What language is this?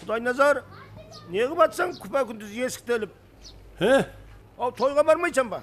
Kara-Kalpak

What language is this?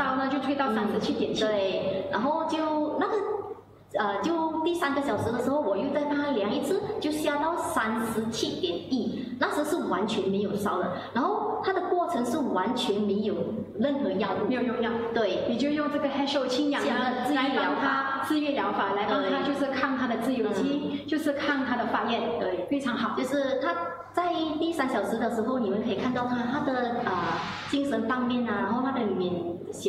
Chinese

